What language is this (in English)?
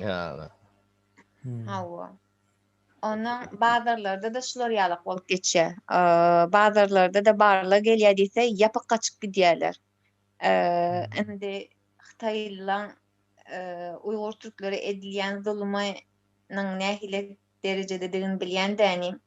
Turkmen